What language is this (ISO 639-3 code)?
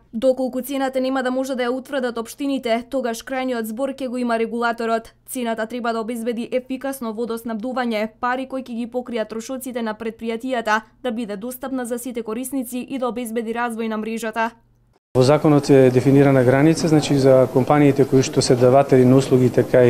mkd